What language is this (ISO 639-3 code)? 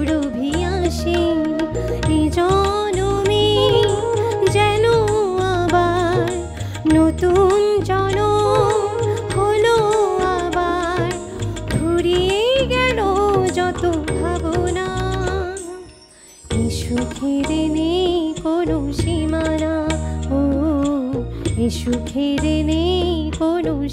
ben